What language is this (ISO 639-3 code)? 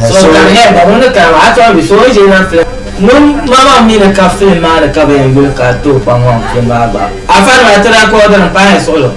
dag